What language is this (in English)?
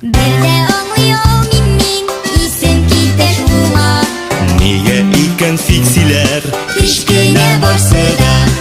Tatar